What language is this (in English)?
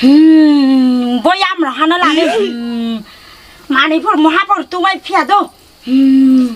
Riang (India)